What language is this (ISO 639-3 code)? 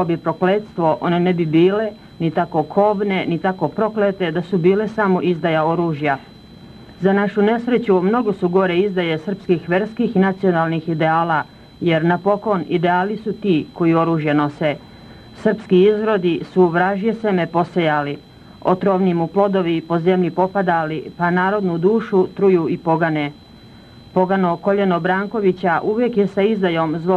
srp